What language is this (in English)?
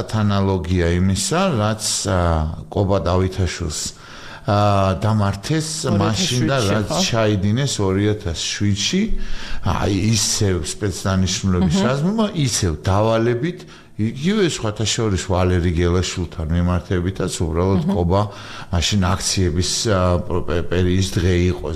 Georgian